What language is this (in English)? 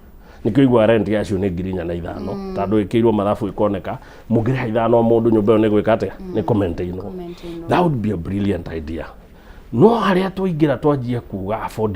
Kikuyu